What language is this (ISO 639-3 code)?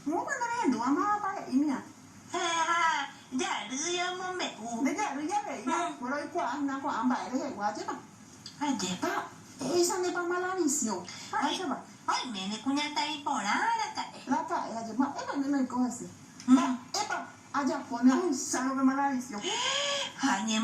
grn